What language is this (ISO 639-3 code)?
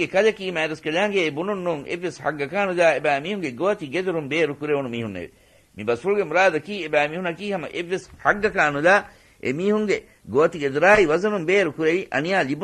div